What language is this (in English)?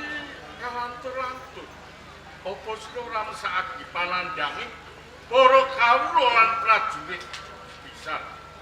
Javanese